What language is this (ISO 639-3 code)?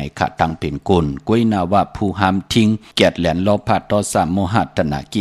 shn